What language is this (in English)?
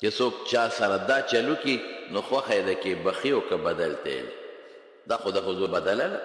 Pashto